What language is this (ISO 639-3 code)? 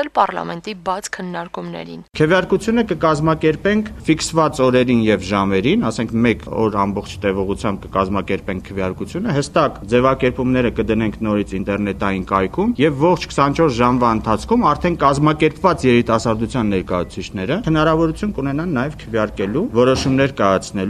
hye